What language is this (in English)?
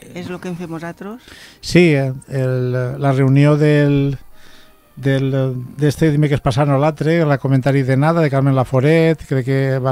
Catalan